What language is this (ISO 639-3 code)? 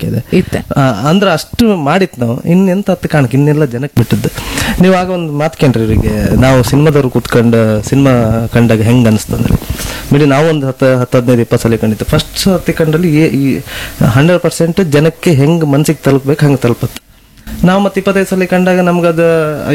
kan